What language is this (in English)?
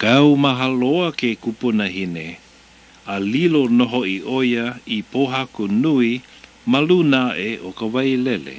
Hawaiian